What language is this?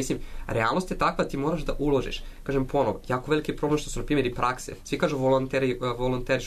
Serbian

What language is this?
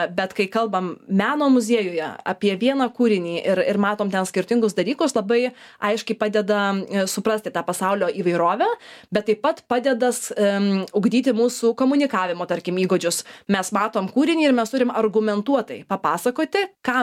Lithuanian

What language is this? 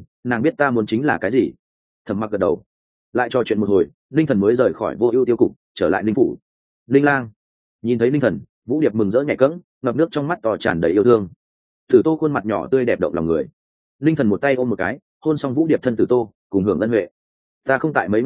Vietnamese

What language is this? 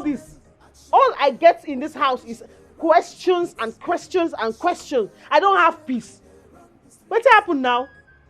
Nigerian Pidgin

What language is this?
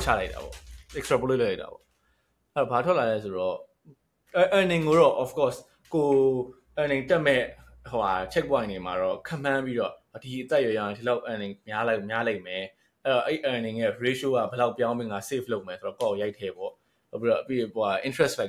Burmese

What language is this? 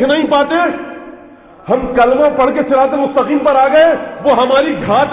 Urdu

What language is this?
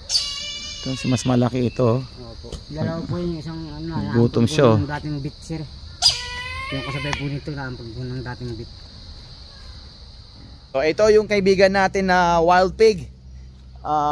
Filipino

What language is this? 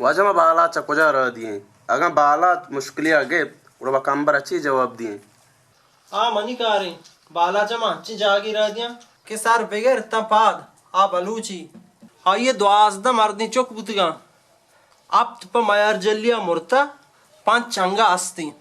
Baluchi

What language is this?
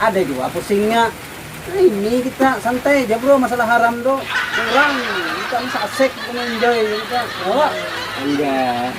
Banjar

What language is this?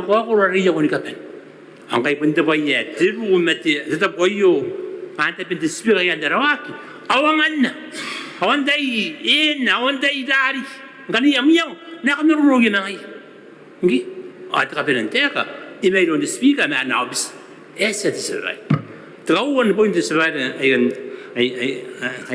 Gilbertese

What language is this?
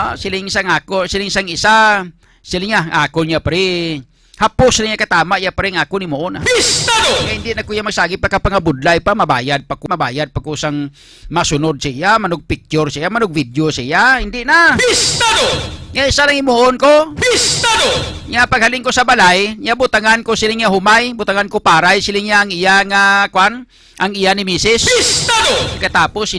Hiligaynon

